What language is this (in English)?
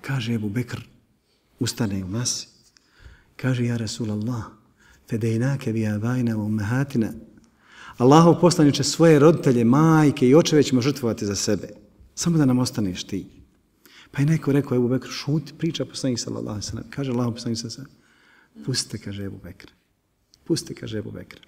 Bosnian